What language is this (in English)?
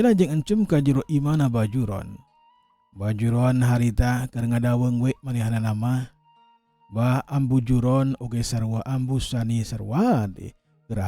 Sundanese